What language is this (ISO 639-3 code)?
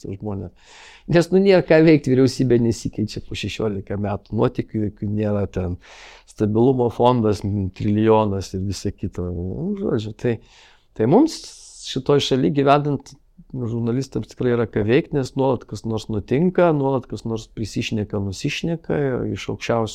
lit